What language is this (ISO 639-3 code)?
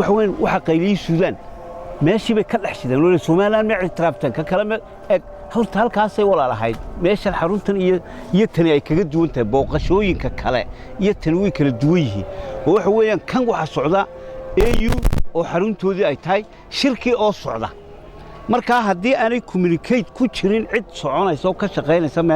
som